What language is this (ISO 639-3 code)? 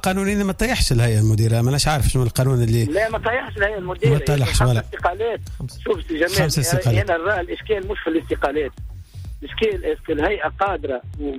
aeb